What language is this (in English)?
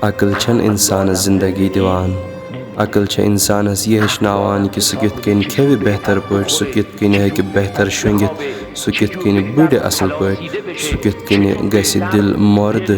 Kashmiri